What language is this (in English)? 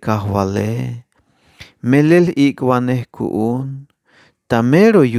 Tzeltal